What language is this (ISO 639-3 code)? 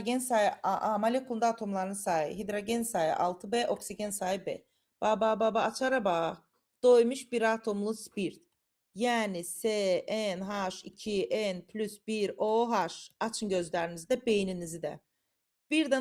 aze